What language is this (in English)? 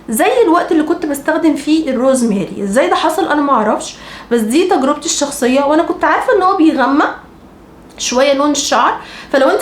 Egyptian Arabic